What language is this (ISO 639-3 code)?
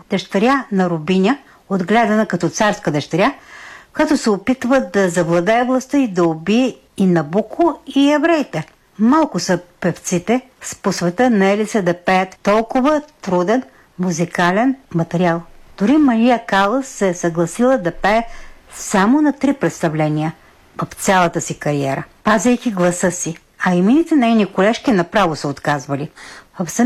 bul